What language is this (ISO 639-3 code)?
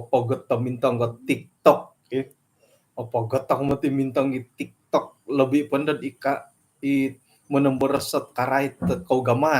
dtp